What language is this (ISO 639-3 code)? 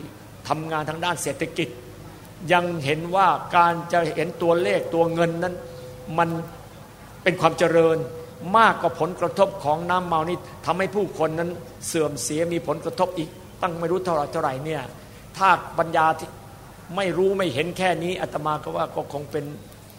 tha